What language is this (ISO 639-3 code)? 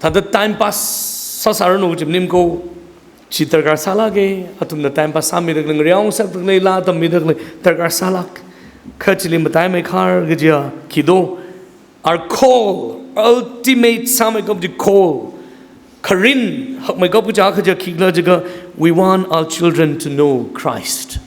nmf